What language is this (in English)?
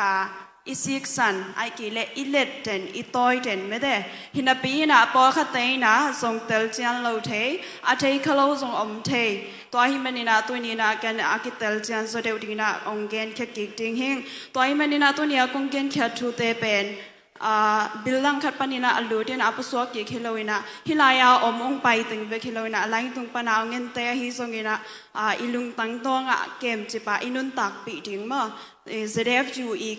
Tedim Chin